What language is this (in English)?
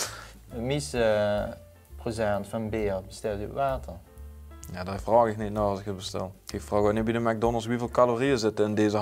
Limburgish